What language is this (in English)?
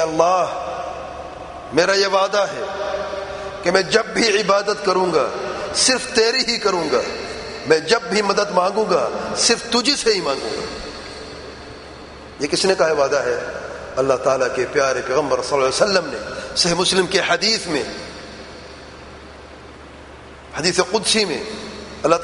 Urdu